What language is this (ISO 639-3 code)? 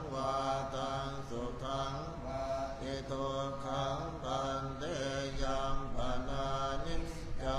pli